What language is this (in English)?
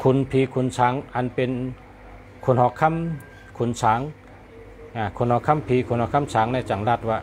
Shan